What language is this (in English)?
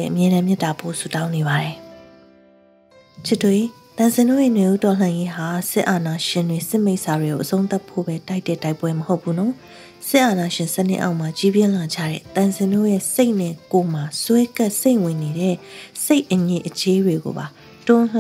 Burmese